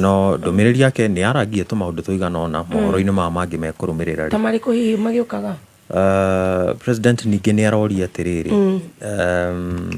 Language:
Kikuyu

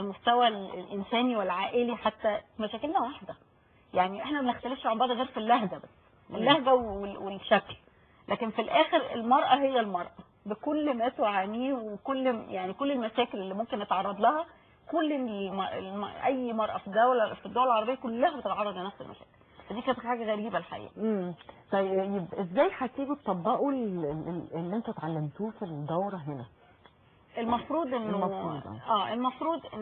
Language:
Egyptian Arabic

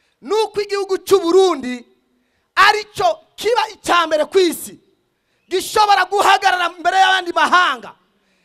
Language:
Rundi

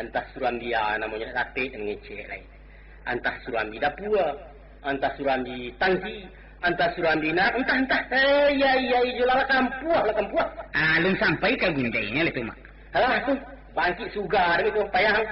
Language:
Minangkabau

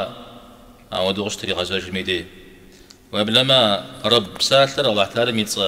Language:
Kabardian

